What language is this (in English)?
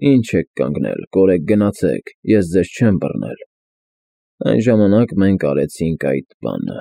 Armenian